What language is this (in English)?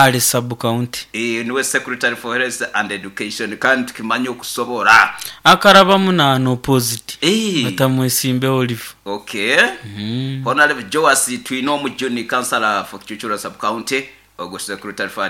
Nyoro